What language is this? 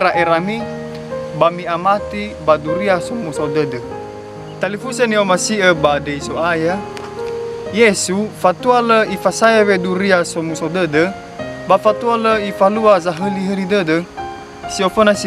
Nias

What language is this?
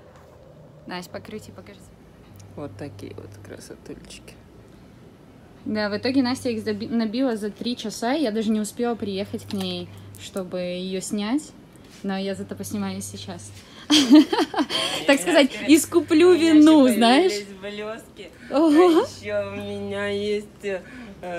Russian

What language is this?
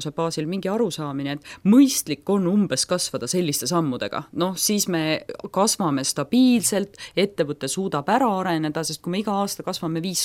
Estonian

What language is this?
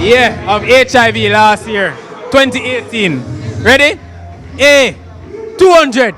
Jamaican Creole English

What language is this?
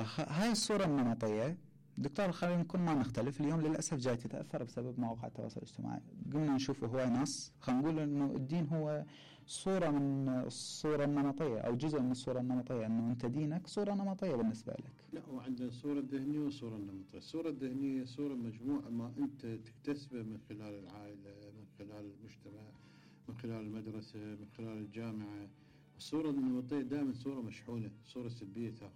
Mesopotamian Arabic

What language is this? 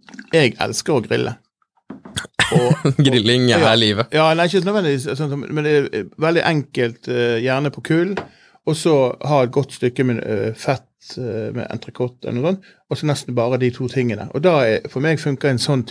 Norwegian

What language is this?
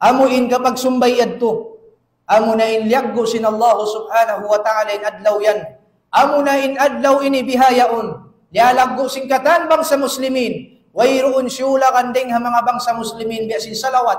Tausug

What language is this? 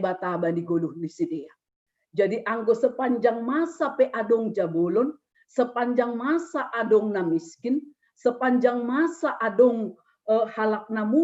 Batak Simalungun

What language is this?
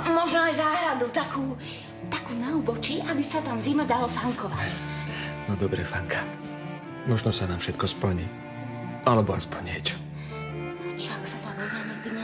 Slovak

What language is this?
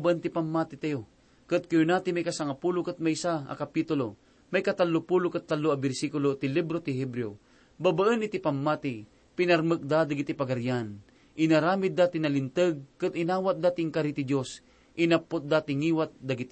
Iloko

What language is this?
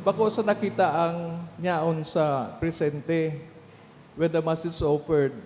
Bikol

